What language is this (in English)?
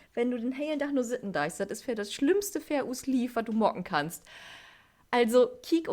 Low German